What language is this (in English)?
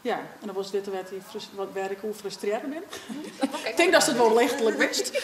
Western Frisian